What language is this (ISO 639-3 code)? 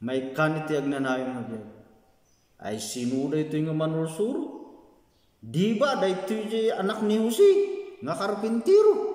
ilo